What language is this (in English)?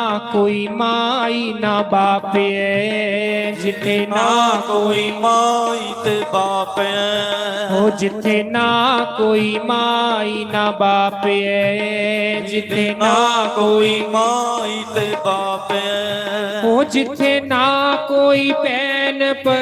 Dogri